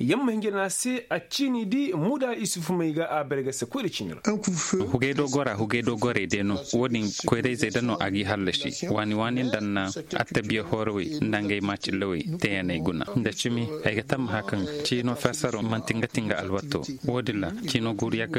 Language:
Koyraboro Senni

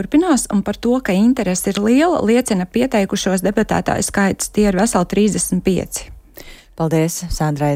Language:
Latvian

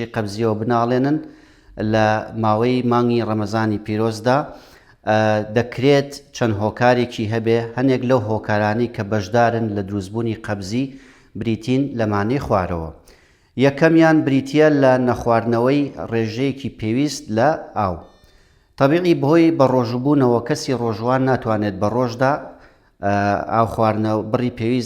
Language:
Central Kurdish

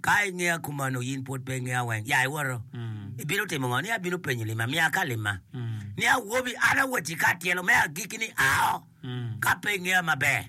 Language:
Acoli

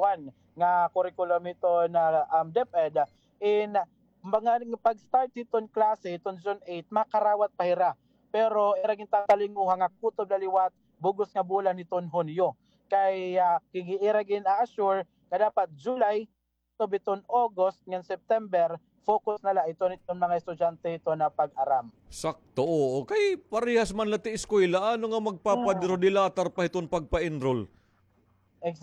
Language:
Waray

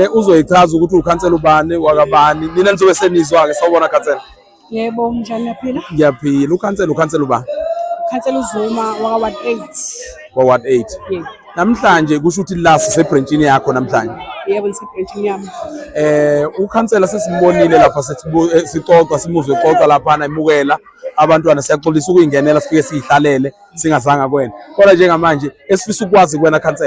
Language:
Zulu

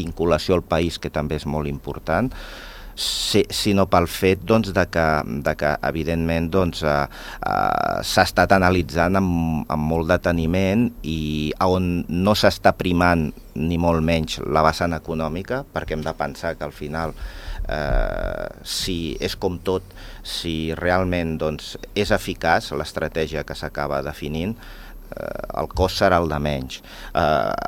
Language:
Catalan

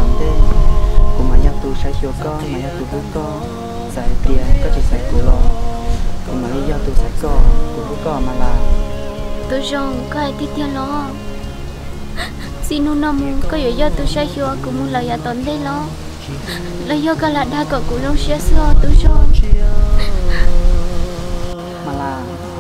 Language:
Vietnamese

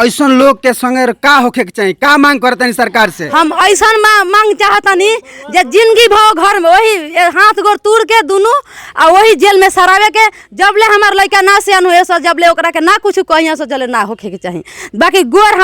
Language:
Bhojpuri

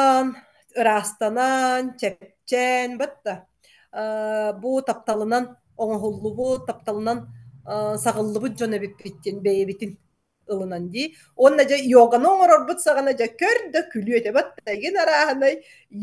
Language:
Yakut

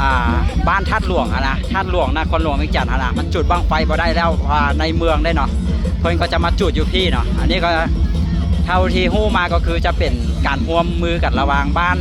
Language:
Lao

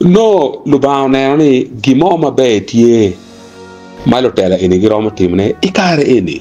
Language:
Acoli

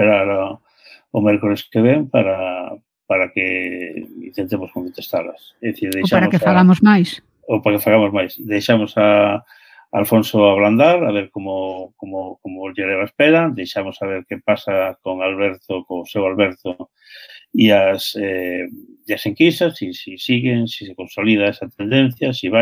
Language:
Galician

